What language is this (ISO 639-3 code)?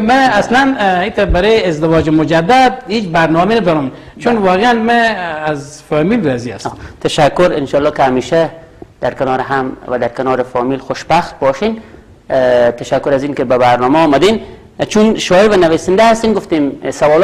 fas